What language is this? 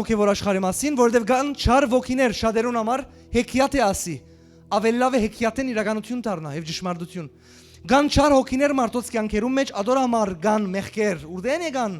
Western Armenian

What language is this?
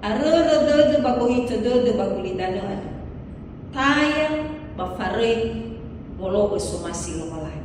Nias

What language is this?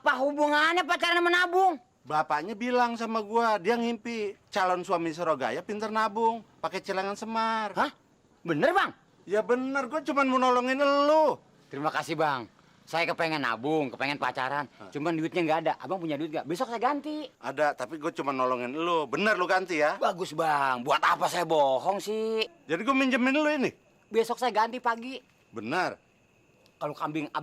Betawi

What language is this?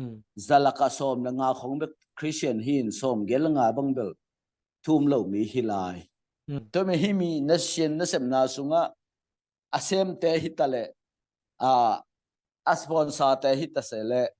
Tedim Chin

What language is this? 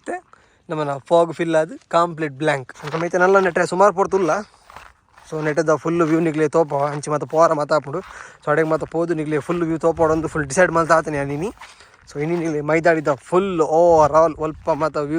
Tulu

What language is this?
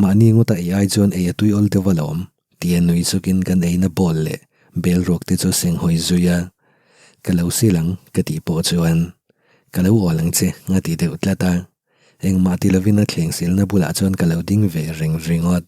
Mizo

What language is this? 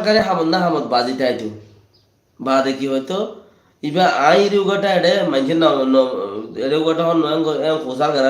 Rohingya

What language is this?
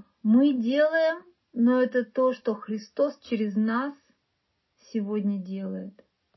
Russian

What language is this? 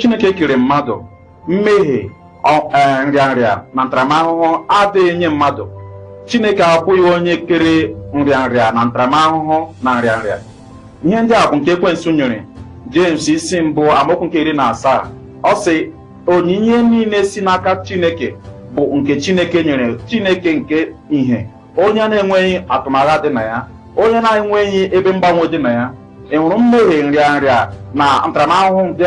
Igbo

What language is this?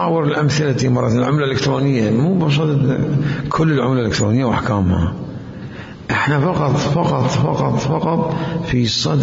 Mesopotamian Arabic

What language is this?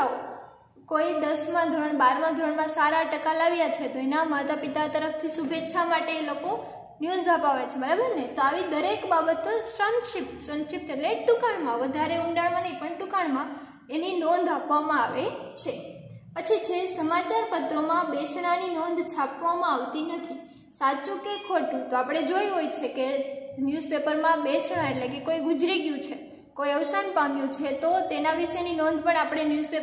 Gujarati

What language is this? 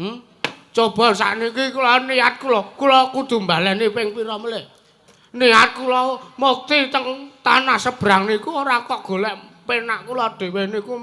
Javanese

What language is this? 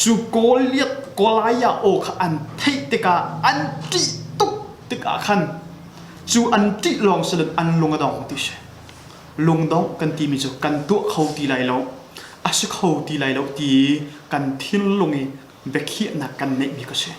Hakha Chin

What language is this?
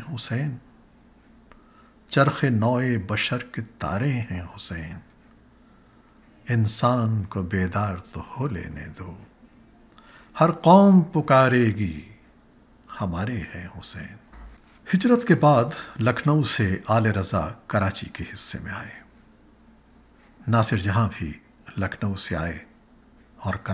Urdu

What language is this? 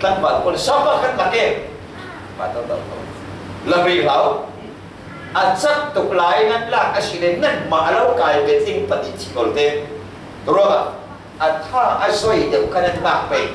Falam Chin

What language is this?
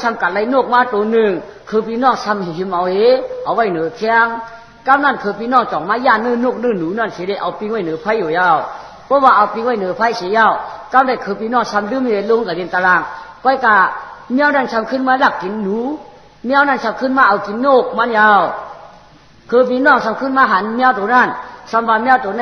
Shan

